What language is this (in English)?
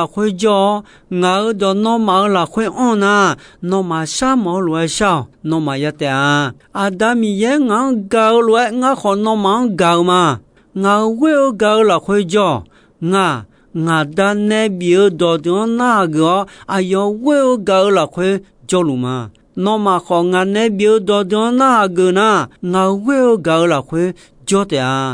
Akha